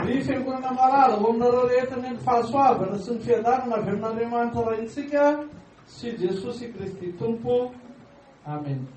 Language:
Malagasy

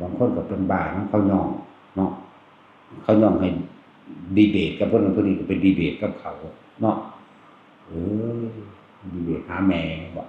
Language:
Northeastern Thai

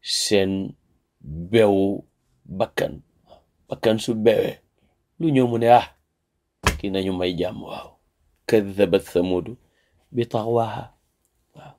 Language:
Wolof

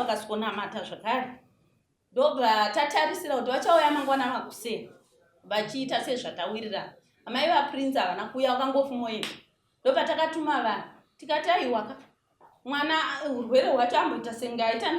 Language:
Shona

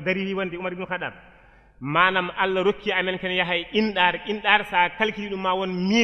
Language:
Fula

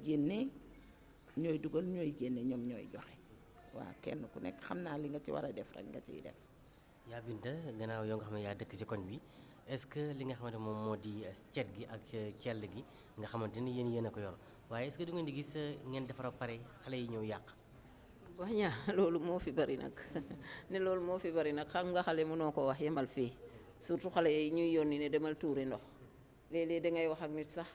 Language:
Wolof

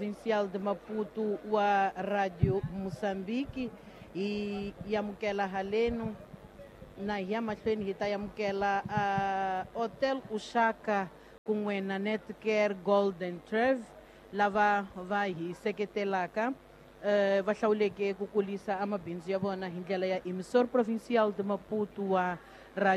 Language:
Tsonga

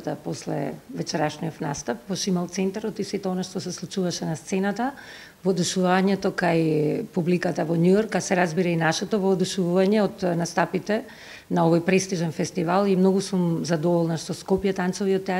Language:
Macedonian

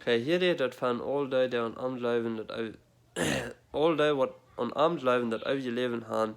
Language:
Plautdietsch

